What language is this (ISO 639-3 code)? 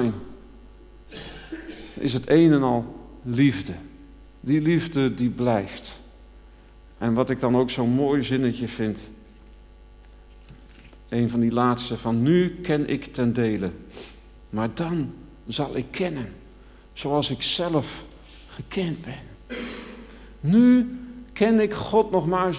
nld